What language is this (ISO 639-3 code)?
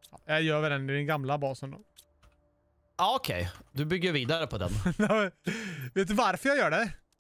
swe